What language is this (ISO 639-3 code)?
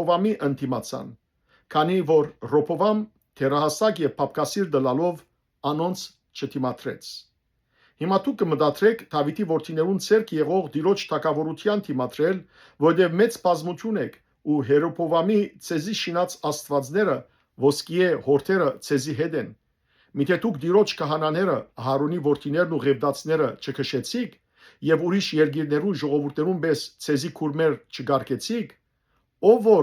hyw